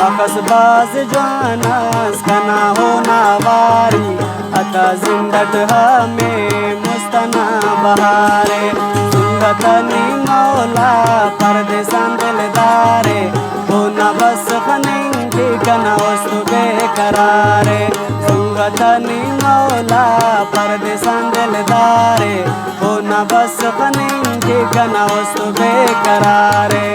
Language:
Brahui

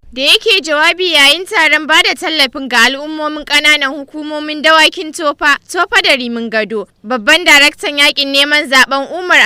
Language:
Hausa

